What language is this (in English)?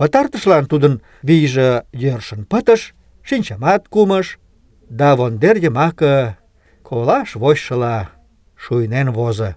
Mari